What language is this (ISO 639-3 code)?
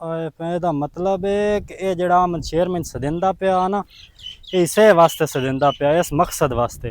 lah